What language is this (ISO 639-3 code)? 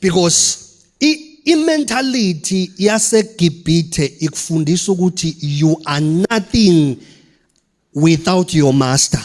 zul